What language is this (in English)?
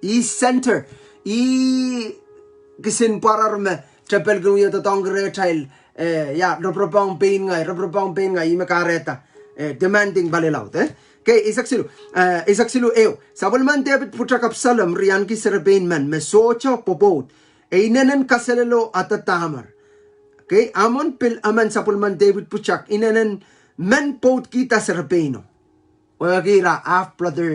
Pohnpeian